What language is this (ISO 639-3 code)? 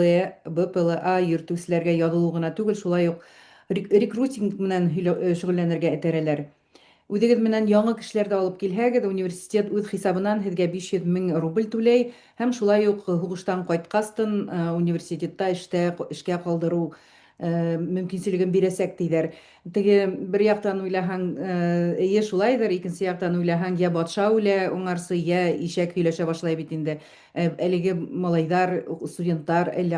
bak